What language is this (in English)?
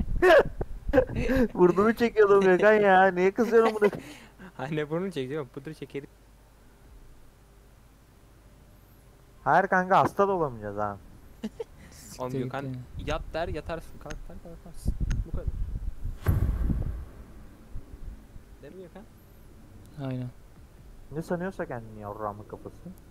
Turkish